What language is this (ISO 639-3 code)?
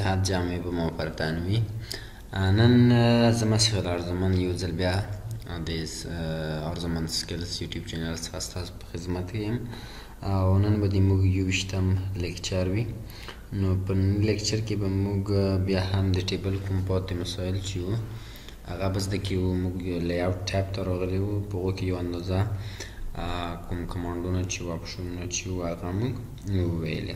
pus